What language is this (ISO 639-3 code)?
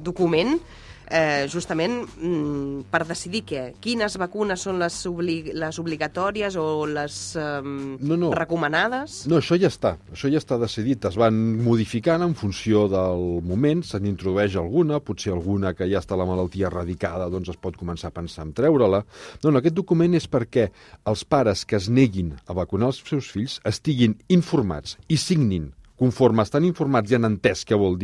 cat